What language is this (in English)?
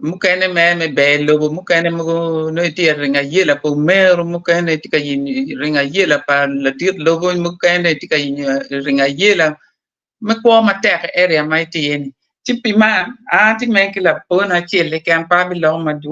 Acoli